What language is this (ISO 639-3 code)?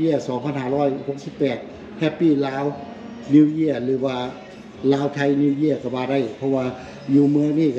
lao